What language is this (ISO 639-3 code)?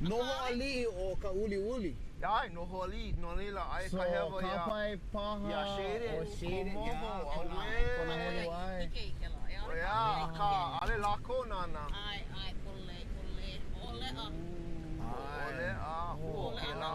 haw